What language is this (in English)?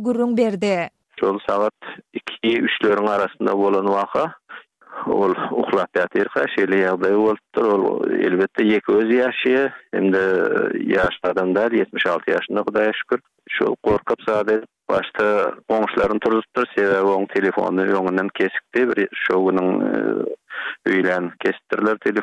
Turkmen